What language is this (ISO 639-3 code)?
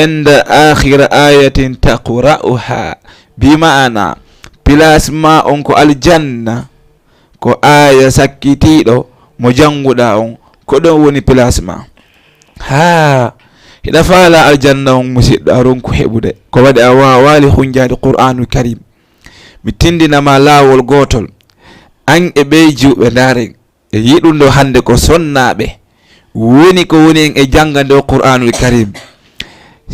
ful